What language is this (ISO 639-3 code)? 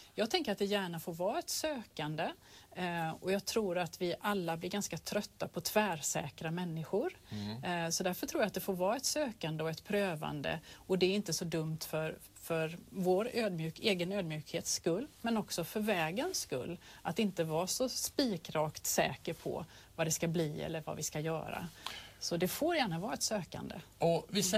swe